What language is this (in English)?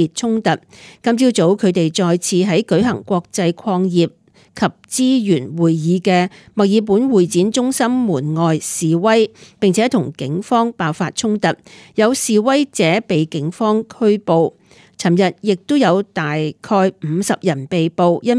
Cantonese